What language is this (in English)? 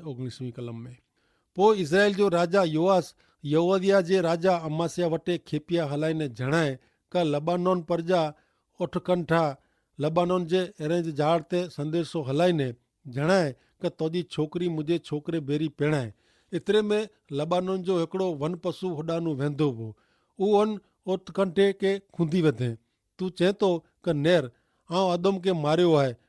Kachhi